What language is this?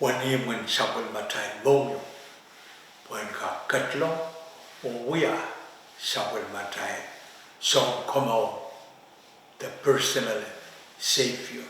Pohnpeian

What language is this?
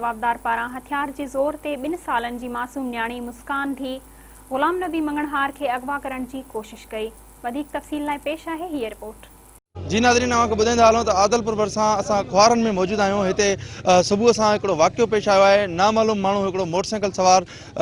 Sindhi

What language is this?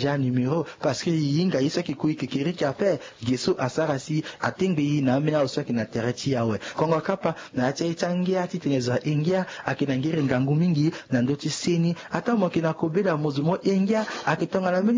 Sango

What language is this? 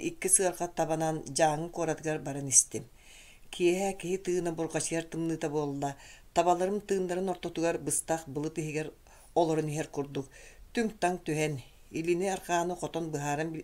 Yakut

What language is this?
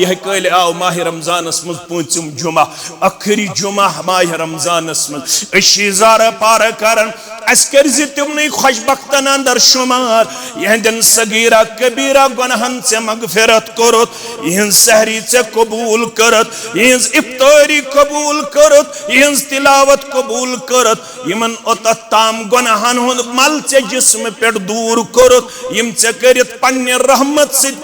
Kashmiri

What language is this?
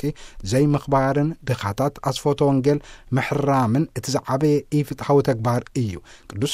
Tigrinya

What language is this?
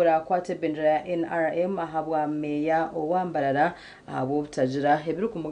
Nyankole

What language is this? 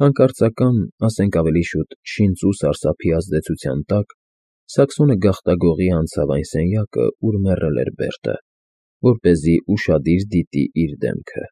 Armenian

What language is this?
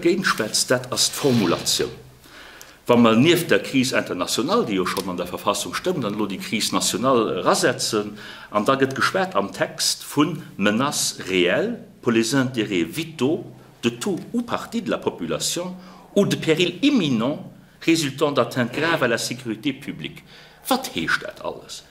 Luxembourgish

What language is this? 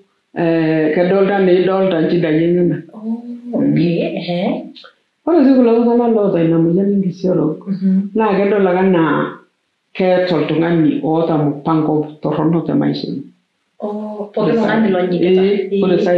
Masai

